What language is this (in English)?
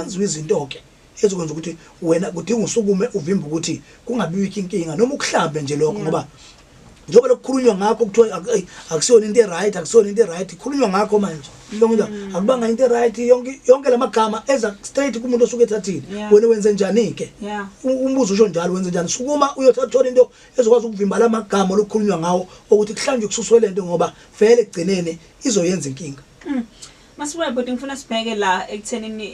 Zulu